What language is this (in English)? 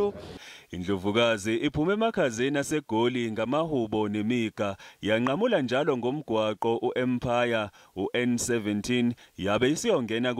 Zulu